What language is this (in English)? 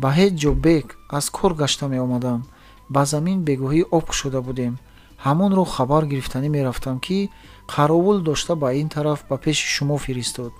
Tajik